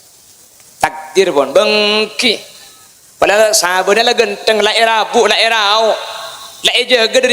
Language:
Madurese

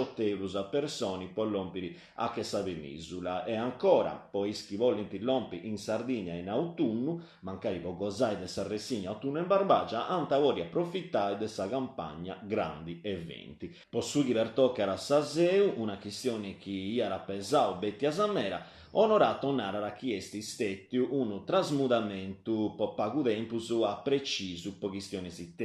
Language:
Sardinian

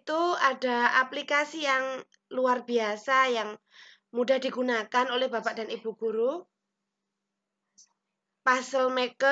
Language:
Indonesian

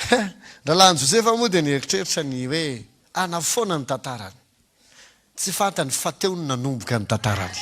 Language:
Malagasy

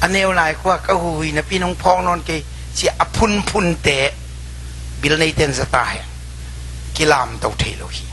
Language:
Tedim Chin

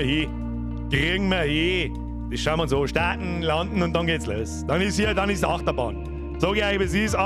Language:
Bavarian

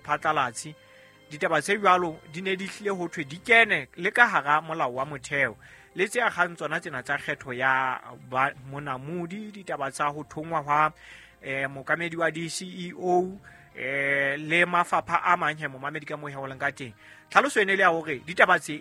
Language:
Southern Sotho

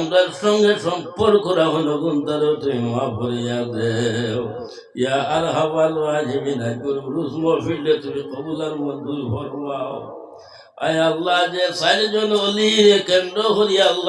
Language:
Sylheti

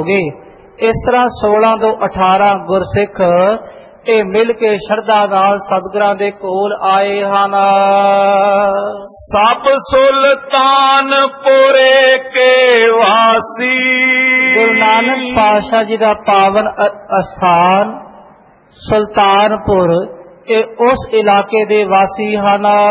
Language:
Punjabi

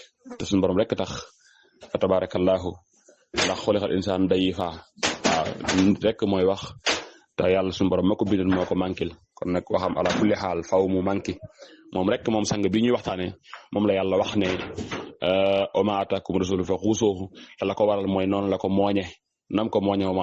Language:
Wolof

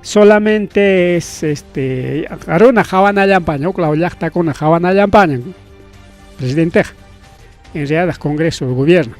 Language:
Ayacucho Quechua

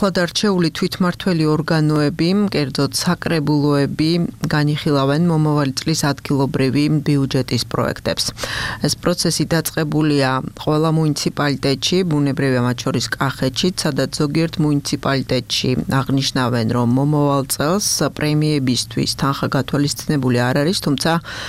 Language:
Georgian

